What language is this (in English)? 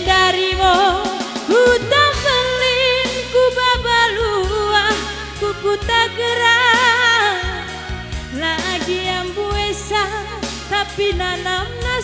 Batak Karo